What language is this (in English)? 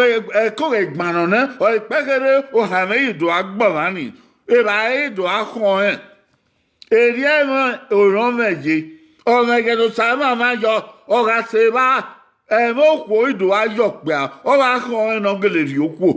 Bini